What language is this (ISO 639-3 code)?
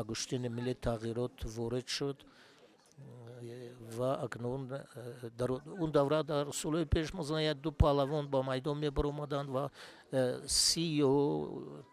tgk